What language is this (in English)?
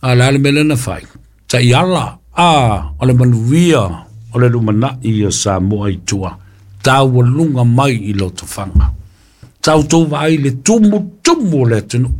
Samoan